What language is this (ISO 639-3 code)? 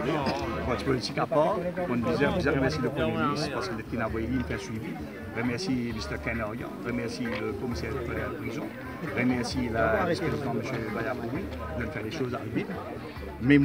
mfe